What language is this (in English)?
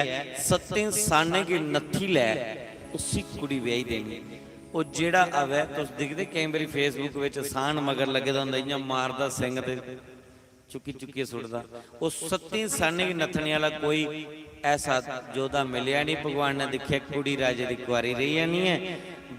Dogri